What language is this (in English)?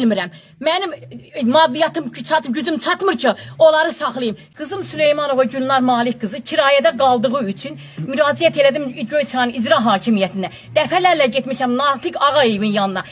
Azerbaijani